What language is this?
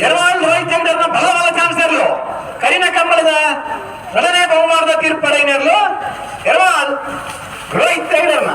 Tulu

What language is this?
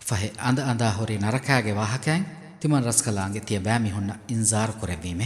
Divehi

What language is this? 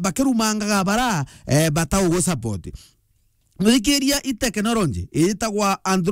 Meru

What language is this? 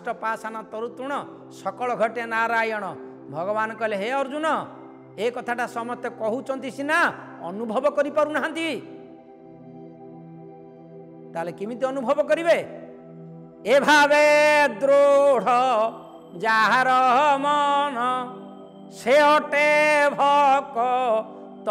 Odia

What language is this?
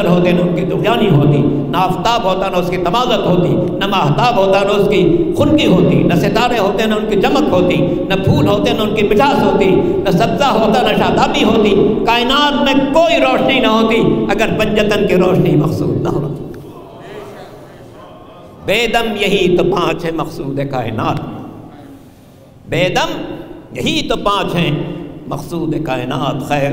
Urdu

